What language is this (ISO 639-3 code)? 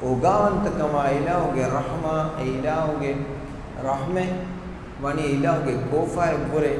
div